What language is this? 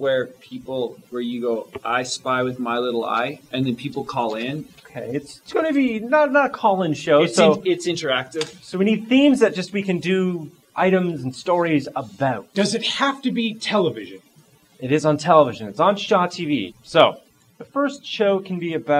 English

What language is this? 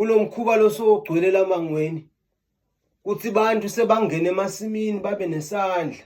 Zulu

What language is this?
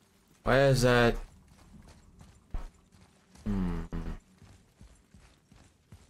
English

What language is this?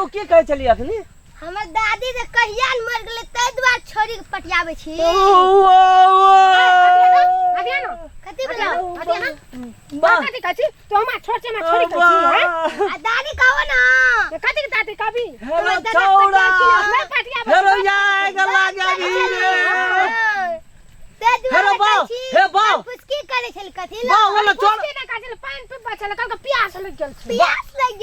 Maithili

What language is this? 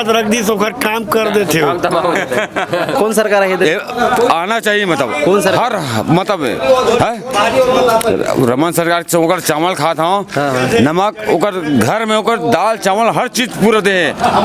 Chhattisgarhi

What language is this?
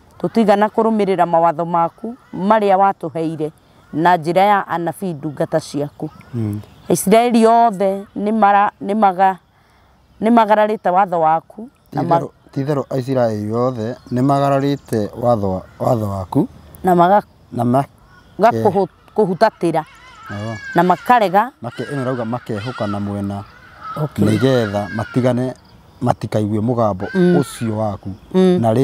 Kikuyu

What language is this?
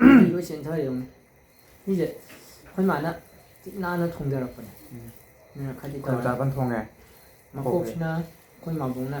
Manipuri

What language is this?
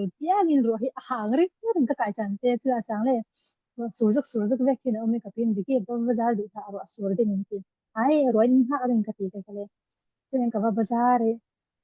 Falam Chin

